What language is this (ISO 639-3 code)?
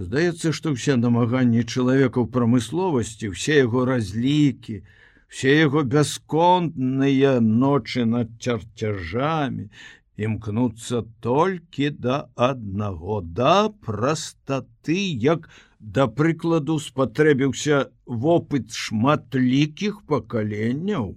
bel